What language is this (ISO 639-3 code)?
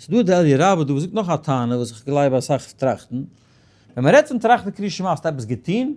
yid